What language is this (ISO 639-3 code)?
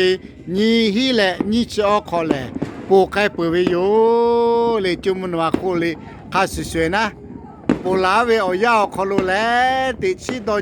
lhu